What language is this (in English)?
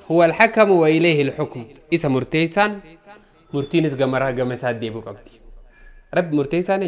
Oromo